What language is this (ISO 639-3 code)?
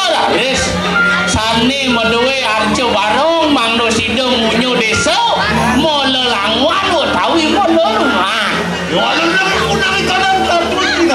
ban